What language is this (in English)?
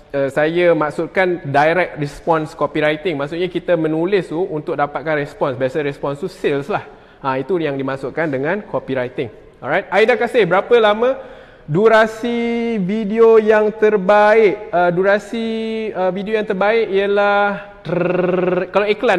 Malay